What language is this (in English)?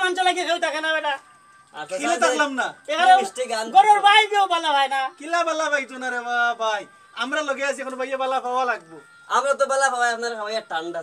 Sylheti